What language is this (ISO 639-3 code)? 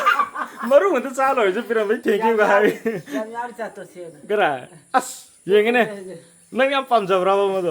mni